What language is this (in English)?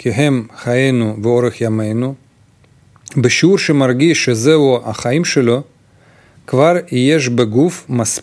Hebrew